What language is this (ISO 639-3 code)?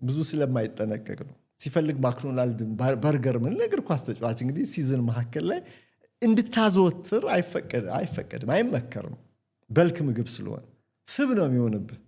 amh